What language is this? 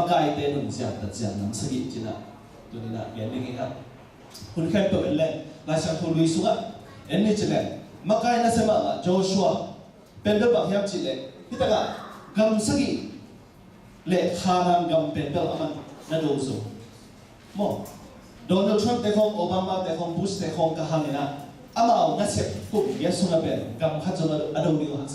Tedim Chin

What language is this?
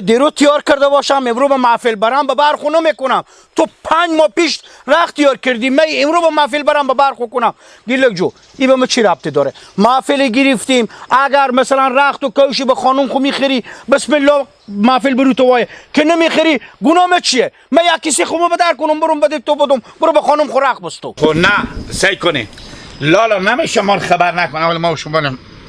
Hazaragi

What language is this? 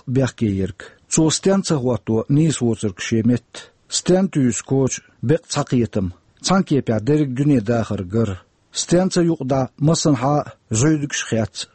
Chechen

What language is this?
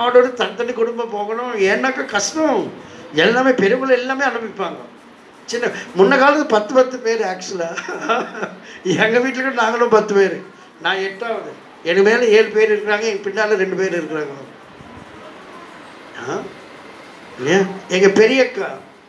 Tamil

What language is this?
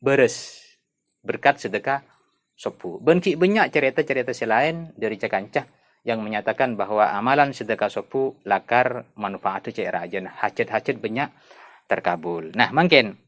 Madurese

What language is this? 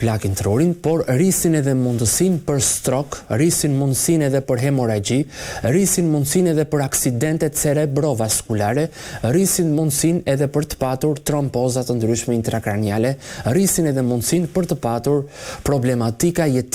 Albanian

